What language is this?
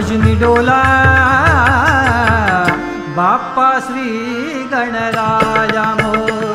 Marathi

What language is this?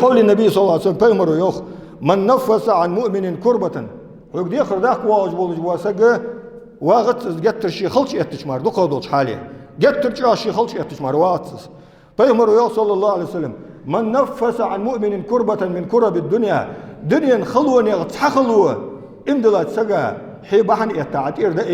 Ingush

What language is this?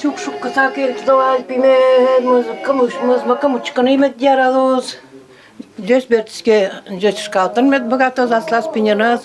Udmurt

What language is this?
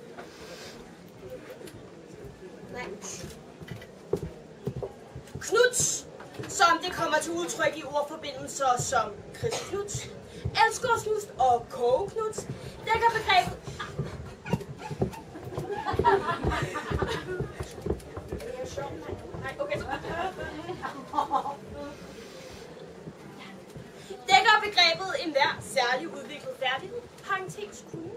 Danish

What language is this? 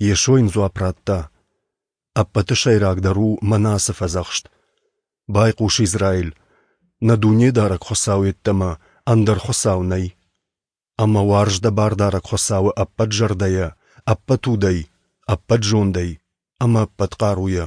Ossetic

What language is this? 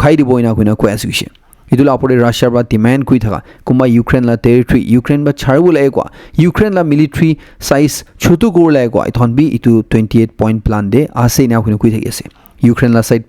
Naga Pidgin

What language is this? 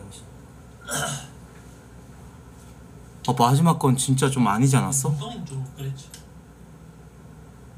Korean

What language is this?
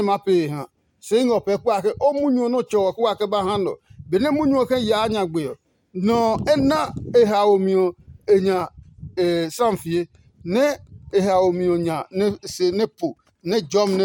Adangme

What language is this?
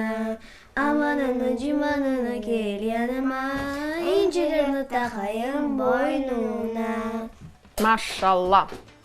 Crimean Tatar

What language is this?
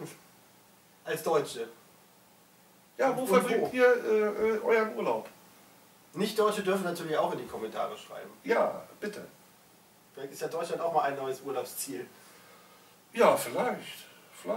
German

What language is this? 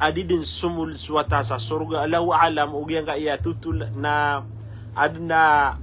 Maranao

